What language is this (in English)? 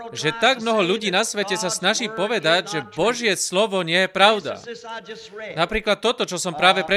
Slovak